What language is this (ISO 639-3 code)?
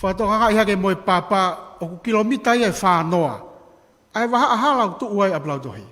ton